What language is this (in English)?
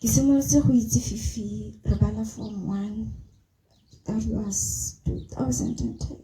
Tswana